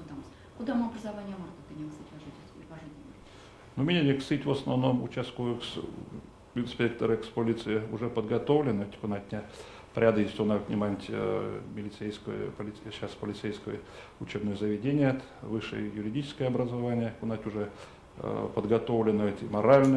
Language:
Erzya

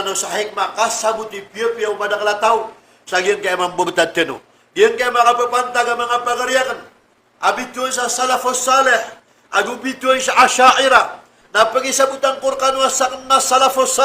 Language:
Maranao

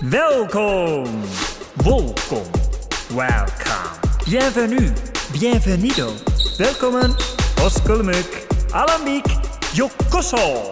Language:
Western Frisian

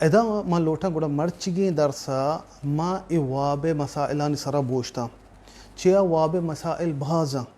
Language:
Baluchi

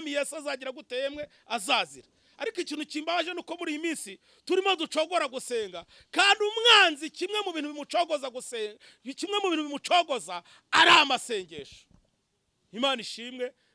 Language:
Kinyarwanda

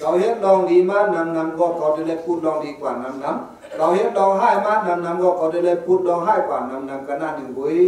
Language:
Shan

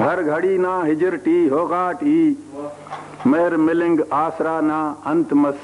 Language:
Brahui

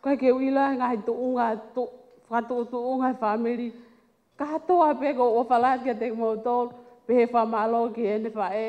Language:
Tongan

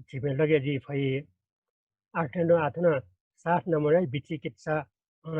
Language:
Newari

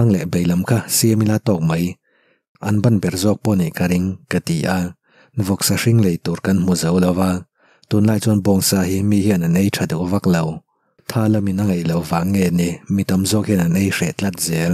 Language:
Mizo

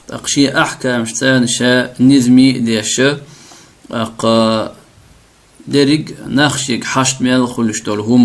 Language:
Chechen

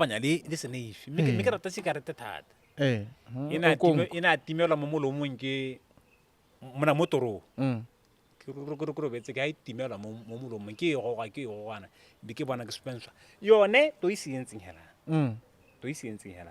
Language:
Tswana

